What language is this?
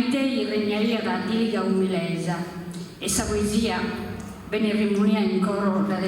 Sardinian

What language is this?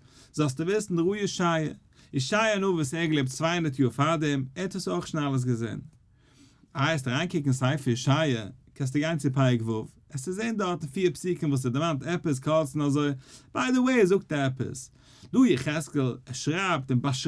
Yiddish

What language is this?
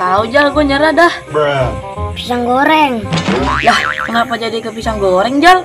Betawi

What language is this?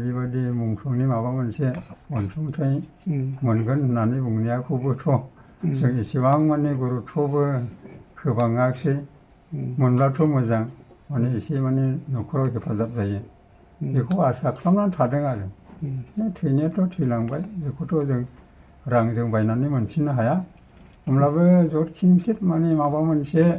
Bodo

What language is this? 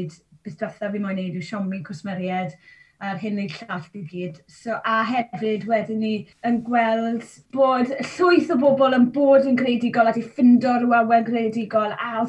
Welsh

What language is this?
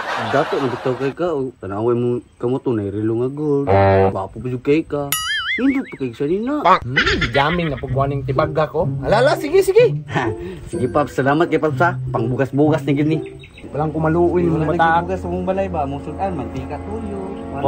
Cebuano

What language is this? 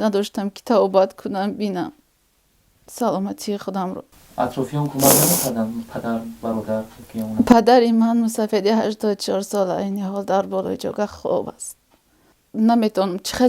Tajik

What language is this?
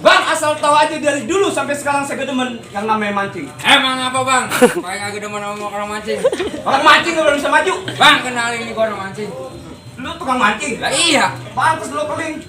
Betawi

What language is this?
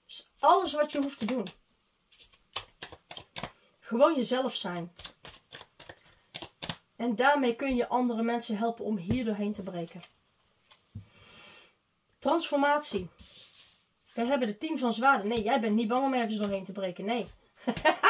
Dutch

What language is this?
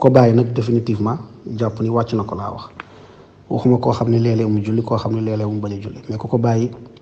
Wolof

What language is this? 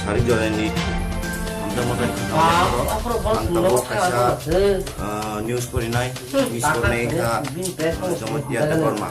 Kok Borok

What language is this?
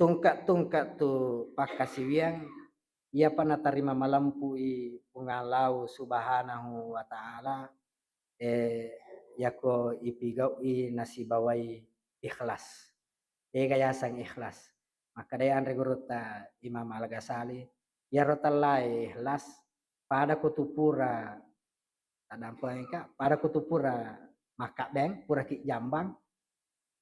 Buginese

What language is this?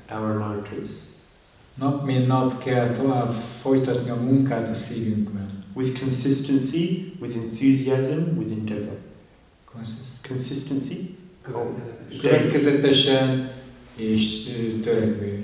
Hungarian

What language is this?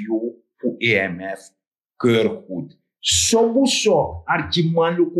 Sranan Tongo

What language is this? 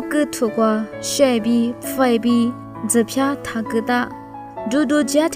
Lisu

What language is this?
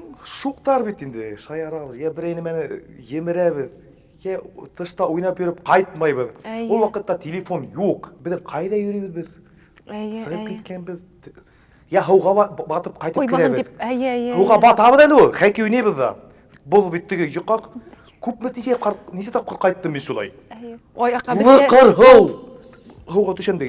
Bashkir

